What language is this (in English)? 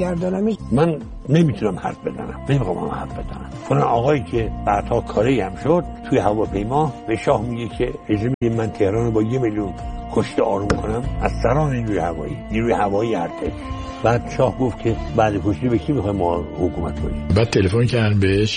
Persian